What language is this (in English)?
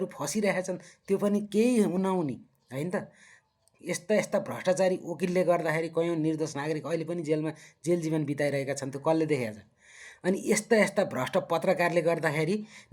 Nepali